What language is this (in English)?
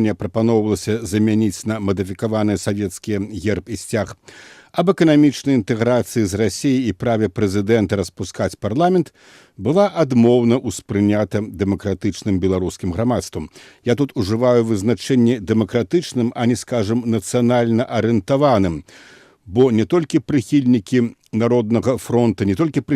Belarusian